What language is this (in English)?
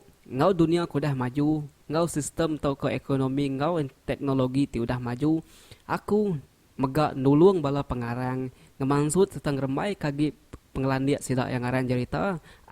Iban